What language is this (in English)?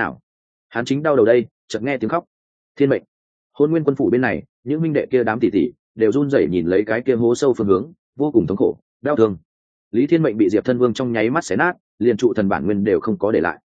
Vietnamese